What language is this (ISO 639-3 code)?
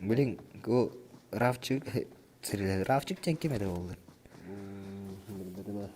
sah